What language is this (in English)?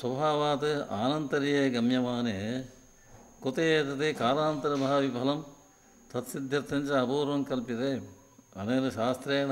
Sanskrit